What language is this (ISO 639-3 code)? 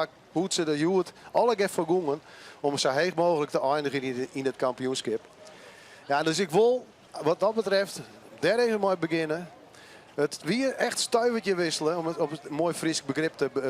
fry